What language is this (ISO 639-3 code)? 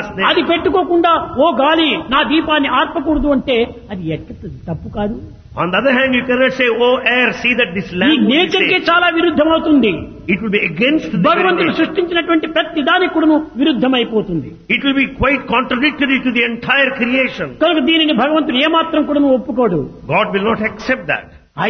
tel